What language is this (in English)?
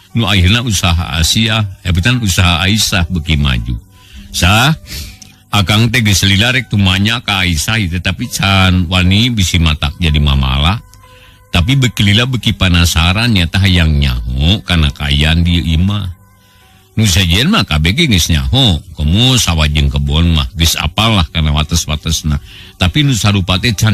Sundanese